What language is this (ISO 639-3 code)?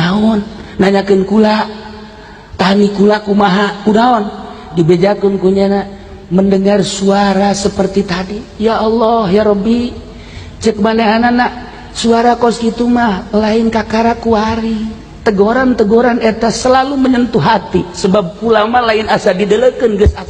sun